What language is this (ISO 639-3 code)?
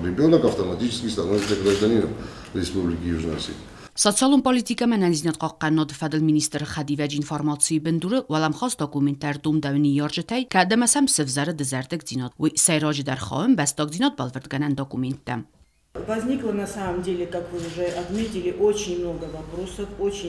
oss